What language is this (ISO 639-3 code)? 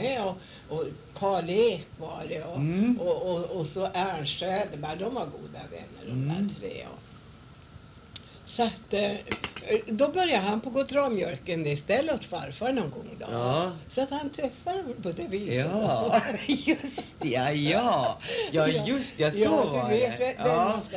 swe